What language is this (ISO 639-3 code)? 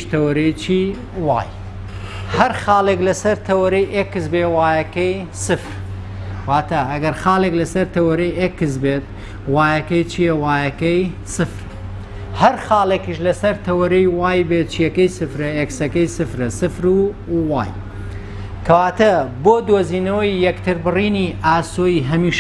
ckb